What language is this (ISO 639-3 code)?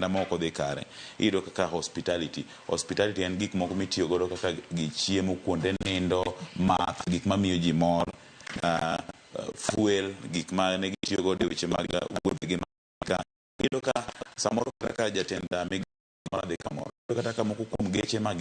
luo